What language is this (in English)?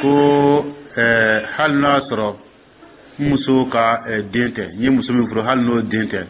Dyula